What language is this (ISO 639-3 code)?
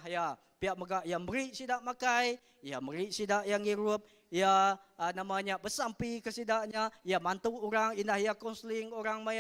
iba